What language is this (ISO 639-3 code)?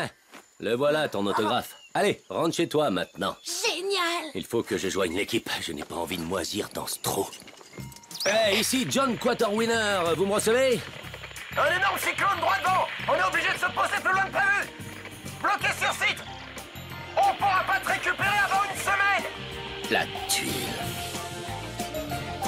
fra